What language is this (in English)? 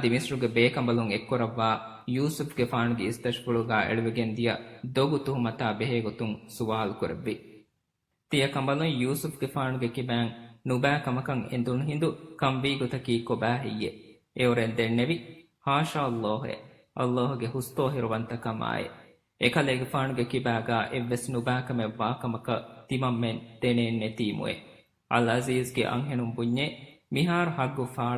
Divehi